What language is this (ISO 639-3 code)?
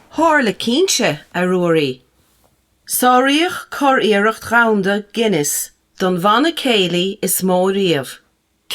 gle